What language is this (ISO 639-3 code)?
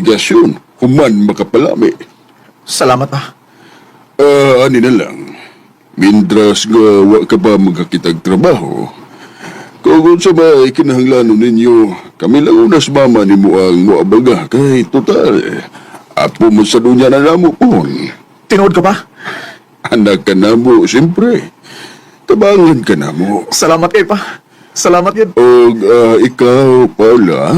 ceb